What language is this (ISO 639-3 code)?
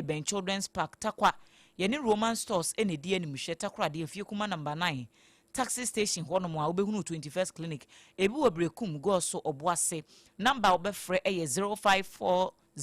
aka